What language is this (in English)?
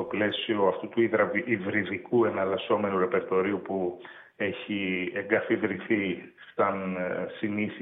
Greek